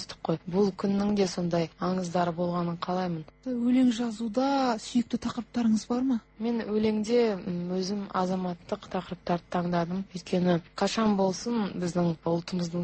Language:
Kazakh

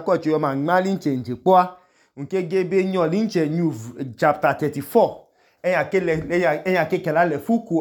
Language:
Idoma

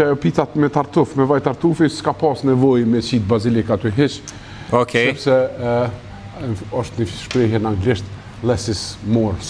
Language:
Albanian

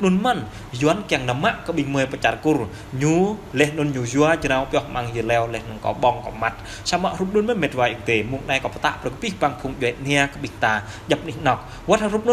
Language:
Jarai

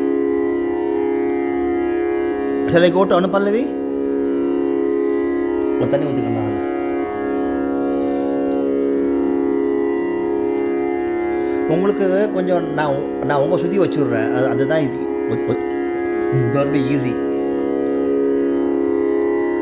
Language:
Tamil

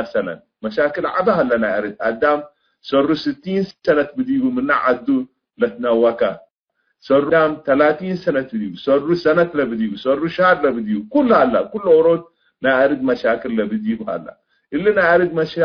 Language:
Tigre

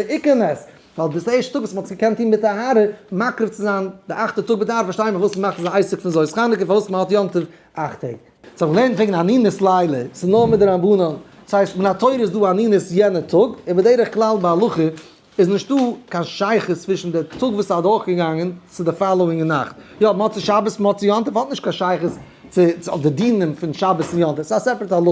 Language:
Yiddish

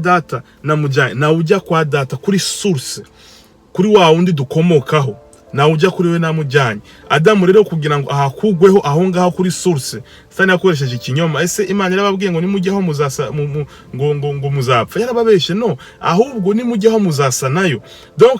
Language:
Kinyarwanda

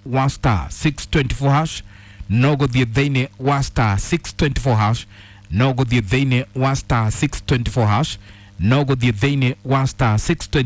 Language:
Kikuyu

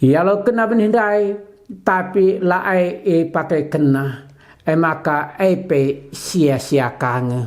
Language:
Batak Karo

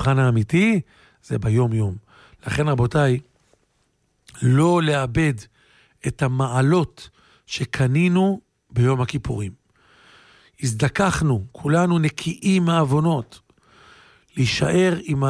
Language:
Hebrew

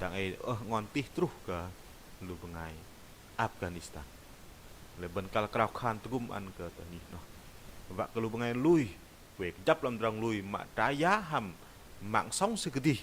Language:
Bahnar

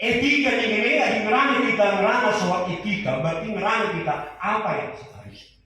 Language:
Batak Karo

